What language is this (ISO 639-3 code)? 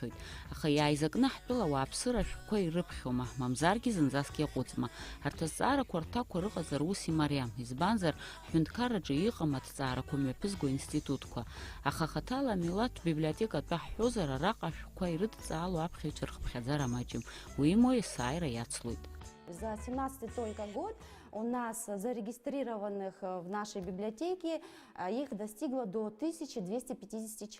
abk